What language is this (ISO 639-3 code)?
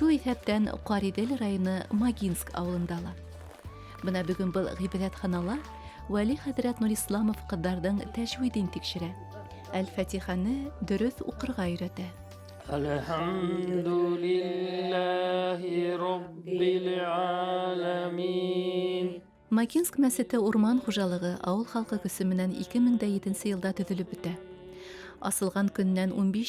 bak